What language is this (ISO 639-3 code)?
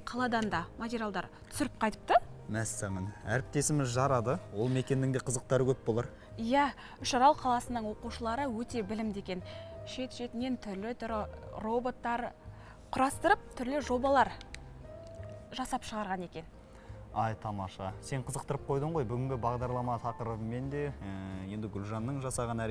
kaz